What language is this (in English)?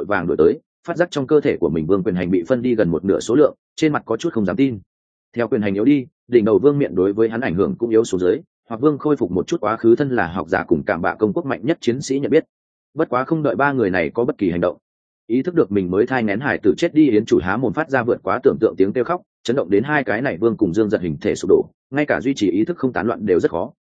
Vietnamese